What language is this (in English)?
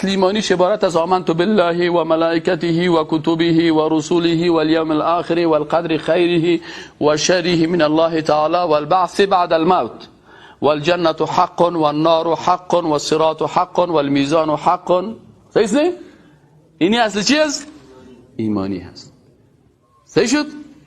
Persian